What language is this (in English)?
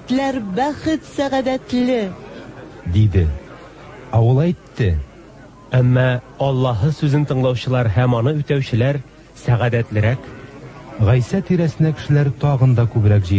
Tatar